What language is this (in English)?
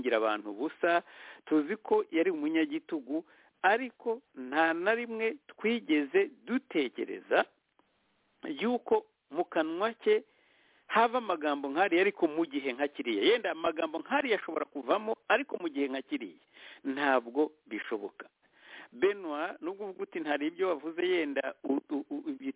Kinyarwanda